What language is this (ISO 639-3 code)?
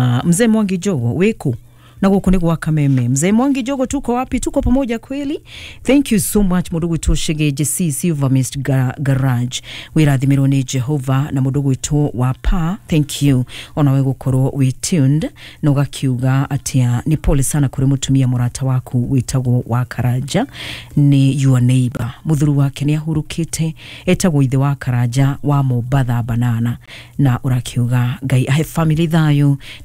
kik